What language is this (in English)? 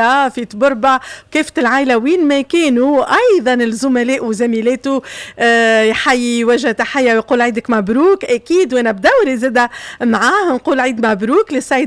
Tunisian Arabic